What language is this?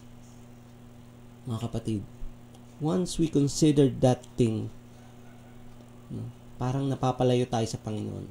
Filipino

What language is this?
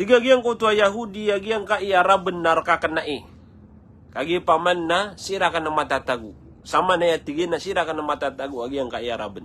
Maranao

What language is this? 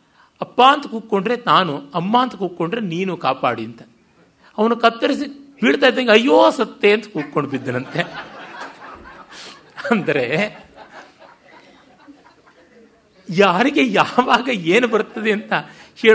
Kannada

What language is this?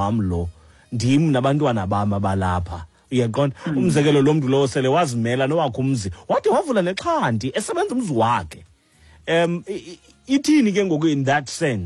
Xhosa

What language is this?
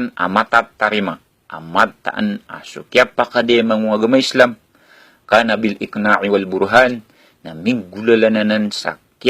Maranao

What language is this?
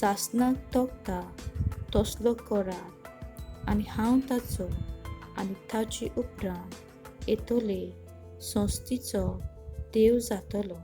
Konkani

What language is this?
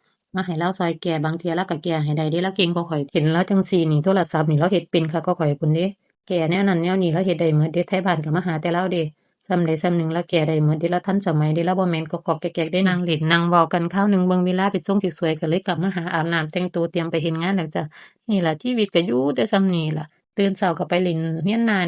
Northeastern Thai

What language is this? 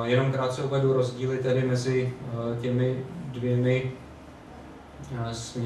Czech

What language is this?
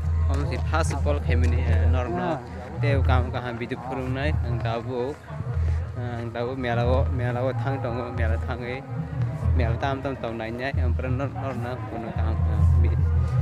Kok Borok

